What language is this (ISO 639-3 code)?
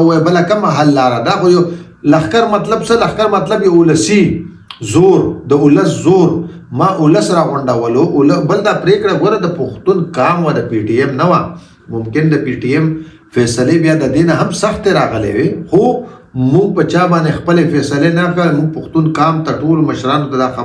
pus